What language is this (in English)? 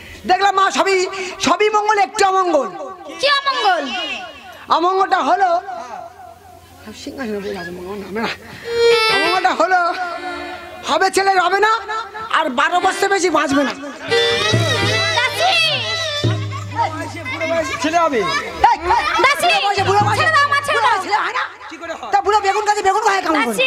Bangla